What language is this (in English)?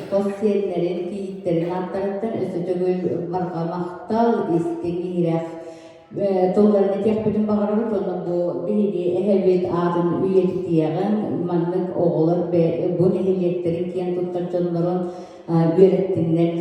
Yakut